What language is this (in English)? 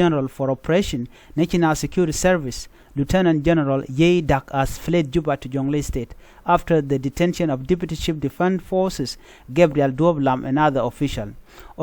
Nuer